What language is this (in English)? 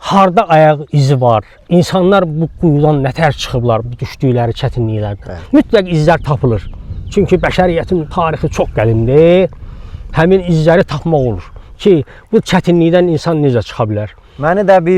Azerbaijani